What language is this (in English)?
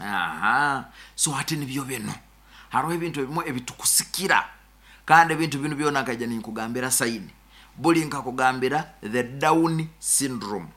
Nyoro